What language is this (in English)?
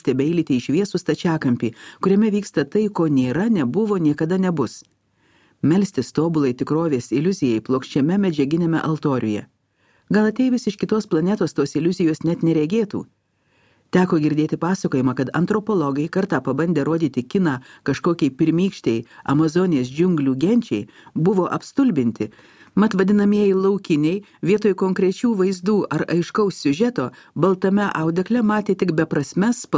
Lithuanian